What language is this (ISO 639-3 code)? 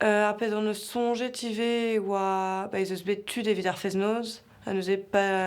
bre